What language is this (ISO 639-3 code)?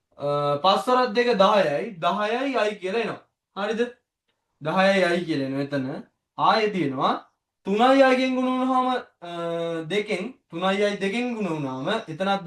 sin